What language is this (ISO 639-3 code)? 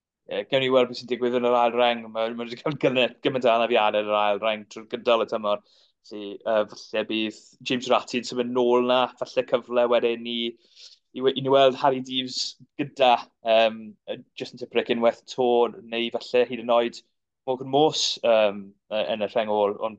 cym